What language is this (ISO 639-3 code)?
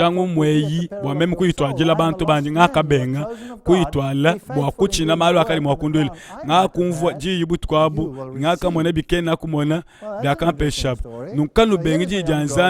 lua